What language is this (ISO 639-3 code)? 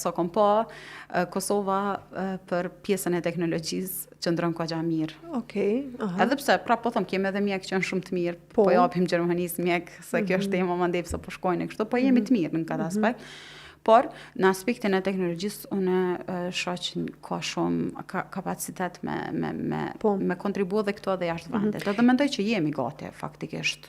sqi